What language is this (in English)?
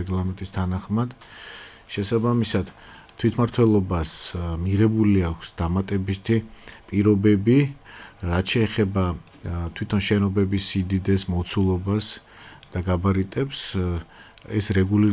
Georgian